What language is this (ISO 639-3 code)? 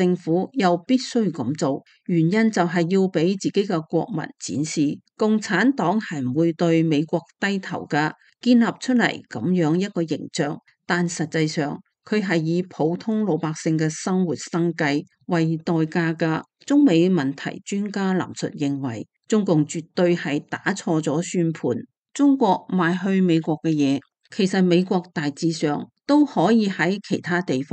yue